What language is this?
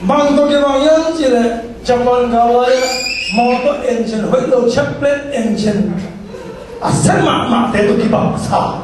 Tedim Chin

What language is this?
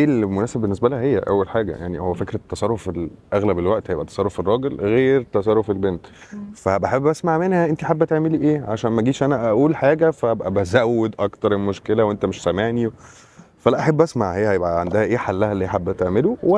Egyptian Arabic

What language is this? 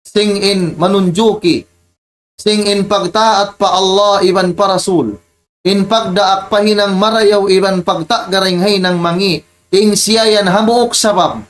Tausug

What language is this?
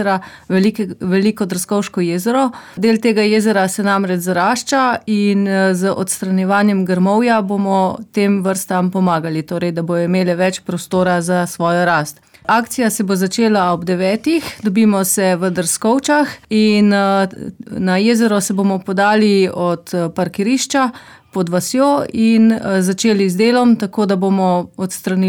Slovenian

